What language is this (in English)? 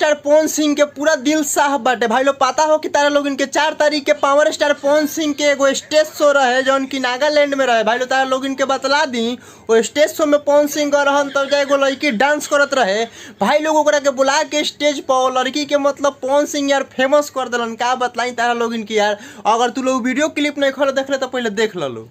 Bhojpuri